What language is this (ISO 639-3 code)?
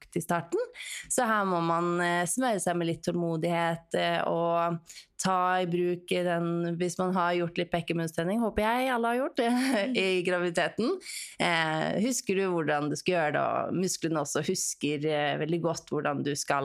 nor